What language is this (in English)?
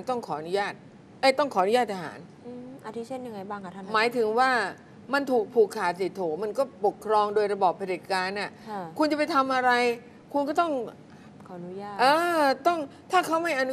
Thai